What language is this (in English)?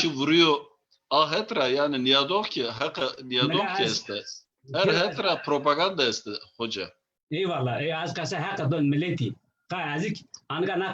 Zaza